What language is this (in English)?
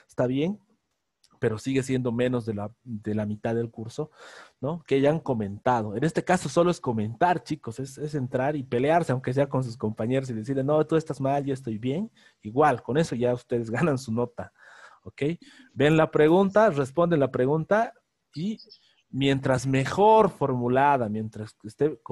Spanish